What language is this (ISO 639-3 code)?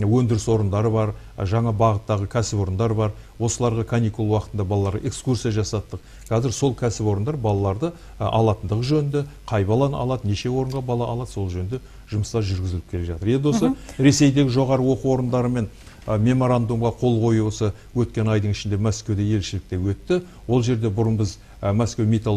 kaz